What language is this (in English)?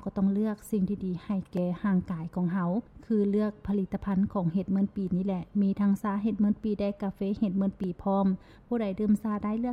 Lao